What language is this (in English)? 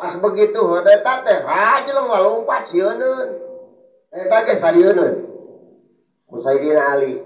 Sundanese